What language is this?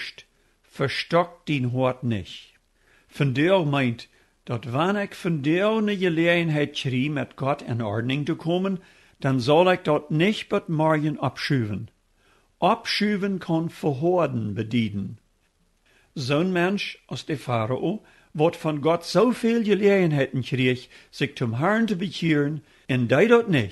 Plautdietsch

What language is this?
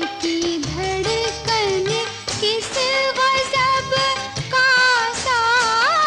Maithili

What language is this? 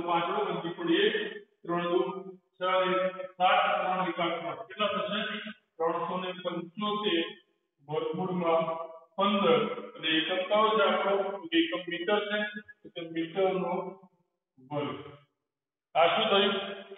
Gujarati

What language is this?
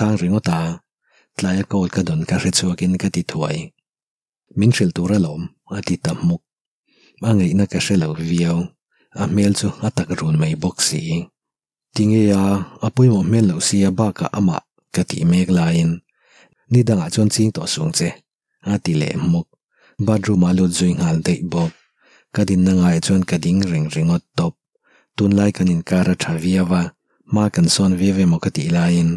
Mizo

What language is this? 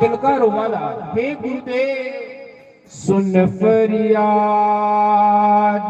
Dogri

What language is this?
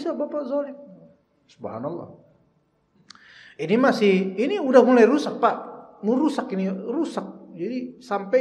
Indonesian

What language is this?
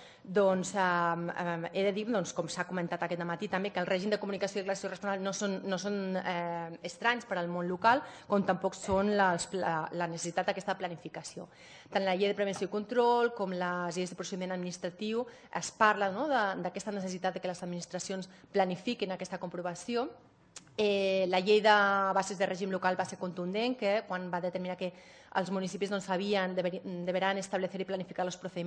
Catalan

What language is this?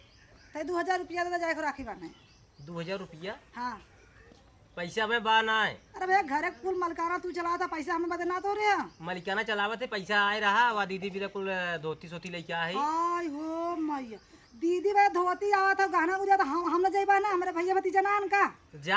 Awadhi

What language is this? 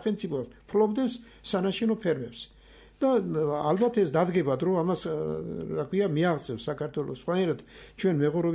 Georgian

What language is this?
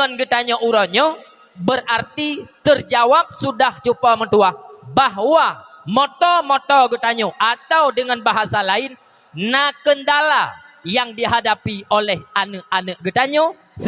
Achinese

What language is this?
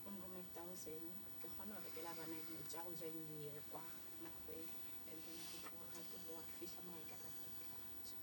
Northern Sotho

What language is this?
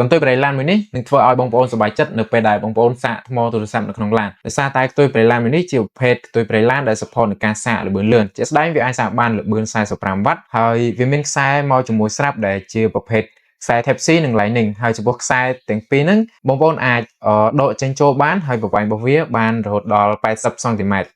Khmer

